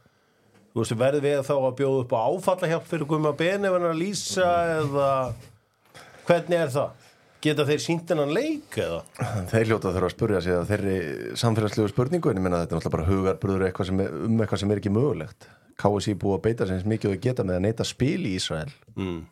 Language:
Icelandic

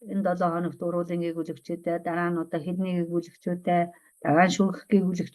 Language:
Mongolian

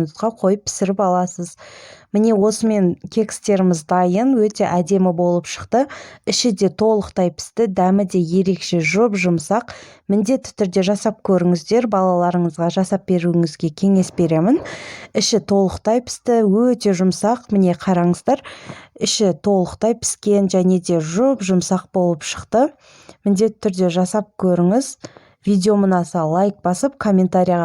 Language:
Kazakh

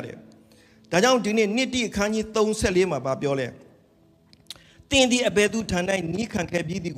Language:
Burmese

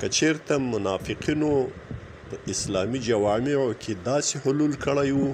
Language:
Pashto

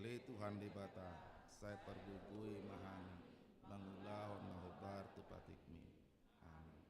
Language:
Batak Toba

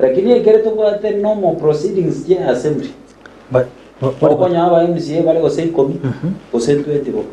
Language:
Gusii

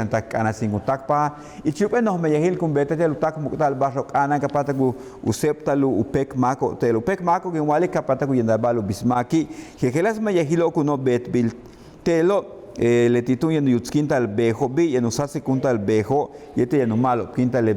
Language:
Yucateco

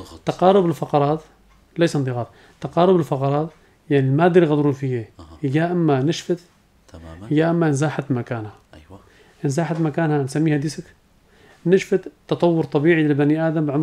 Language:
North Levantine Arabic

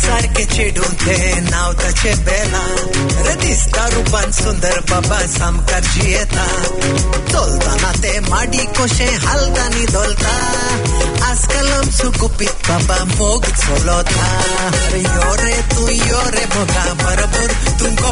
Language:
Konkani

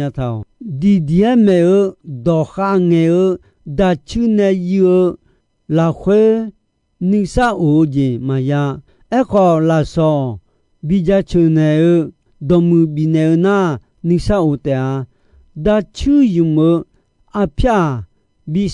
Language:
Akha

